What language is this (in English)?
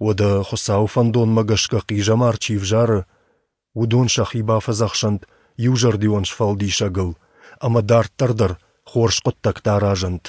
Ossetic